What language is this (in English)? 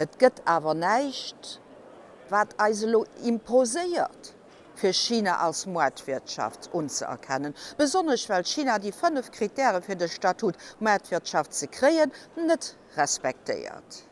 Luxembourgish